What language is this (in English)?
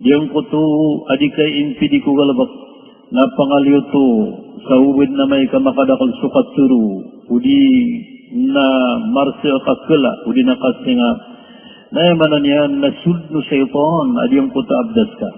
Maranao